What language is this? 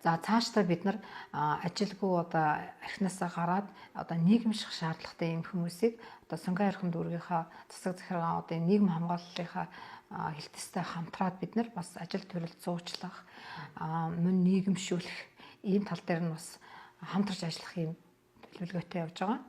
Mongolian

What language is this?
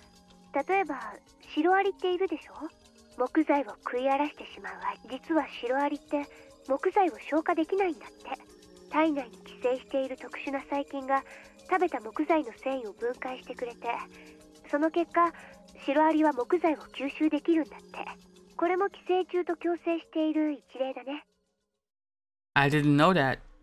Japanese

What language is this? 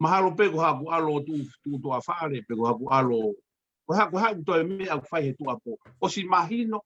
Tongan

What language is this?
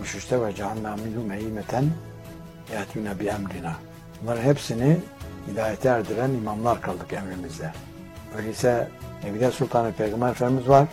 Turkish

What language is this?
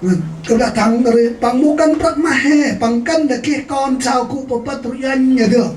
Central Mnong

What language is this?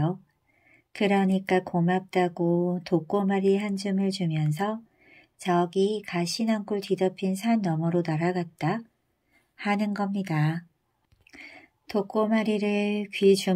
Korean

